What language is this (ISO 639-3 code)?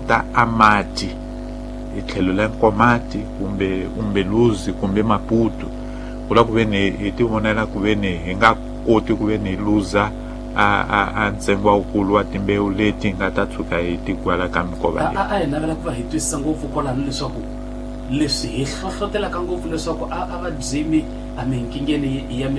tso